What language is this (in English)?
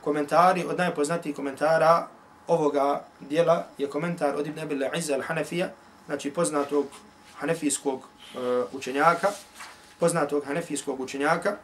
Bosnian